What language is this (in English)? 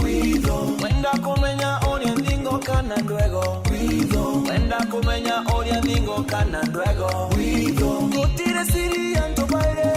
Meru